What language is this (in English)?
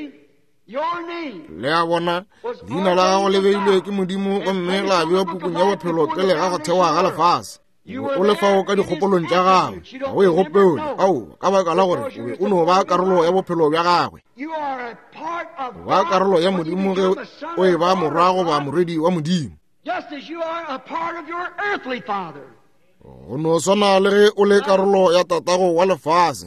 Northern Sotho